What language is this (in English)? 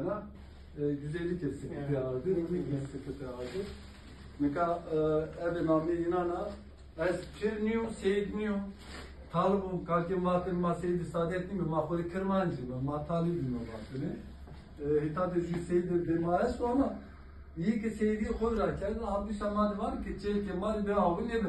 Zaza